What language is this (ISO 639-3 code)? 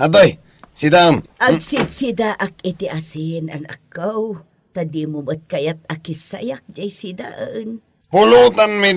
ilo